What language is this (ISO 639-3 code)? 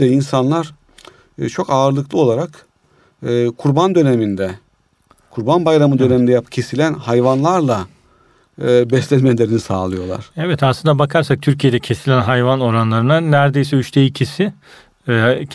tur